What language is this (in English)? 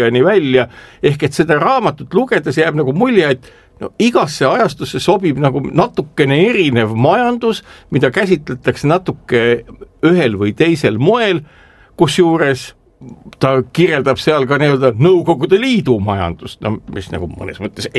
Estonian